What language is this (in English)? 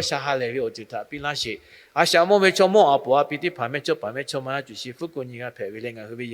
Lahu